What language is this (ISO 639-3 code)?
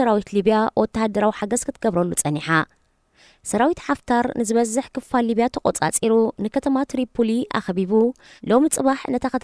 tir